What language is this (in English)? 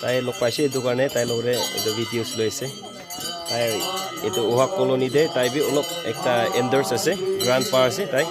Naga Pidgin